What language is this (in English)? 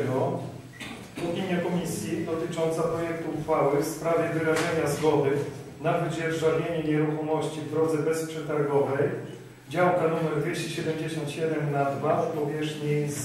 Polish